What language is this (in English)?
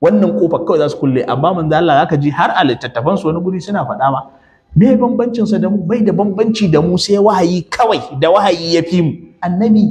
Hausa